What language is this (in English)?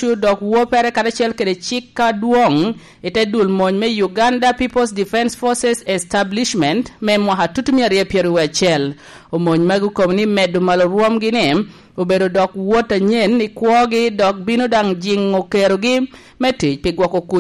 Lango (Uganda)